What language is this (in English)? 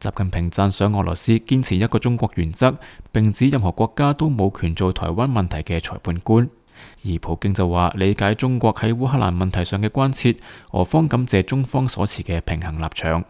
Cantonese